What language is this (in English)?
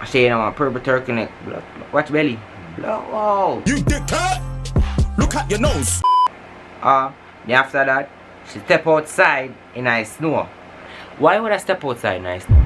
Jamaican Creole English